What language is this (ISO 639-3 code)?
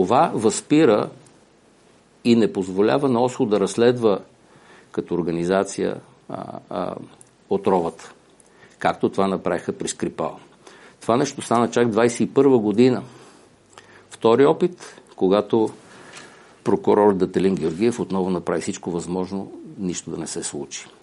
bul